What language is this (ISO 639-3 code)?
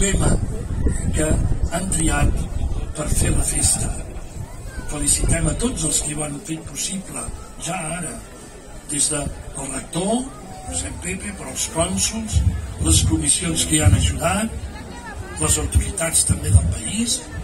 cat